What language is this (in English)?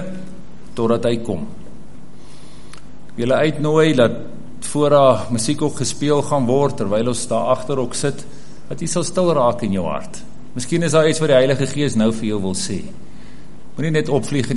Afrikaans